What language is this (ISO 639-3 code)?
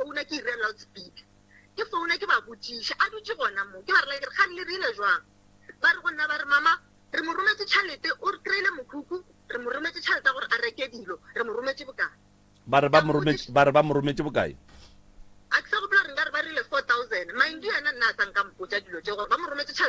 nso